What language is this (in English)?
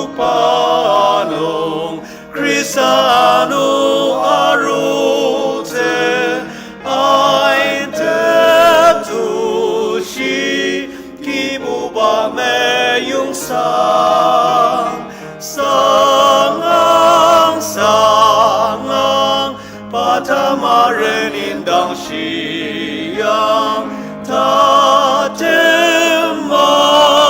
Ao Naga